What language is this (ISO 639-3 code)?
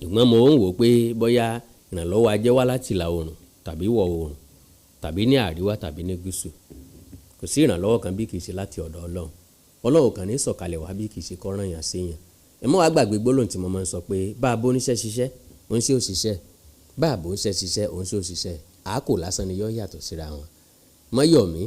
yor